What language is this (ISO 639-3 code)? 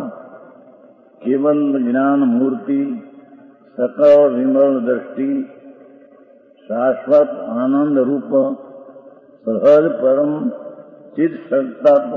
guj